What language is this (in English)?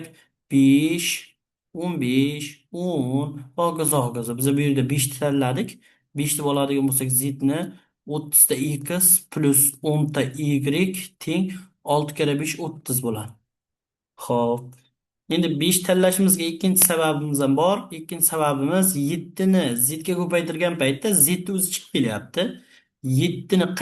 Uzbek